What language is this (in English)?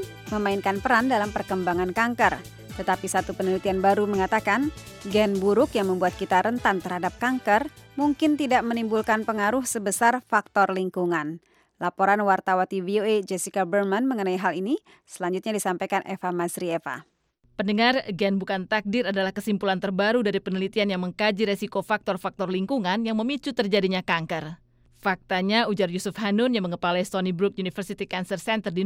Indonesian